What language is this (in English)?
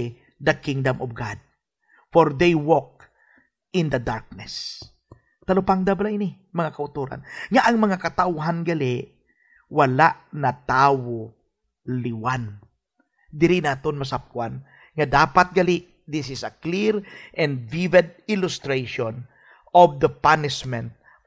Hiligaynon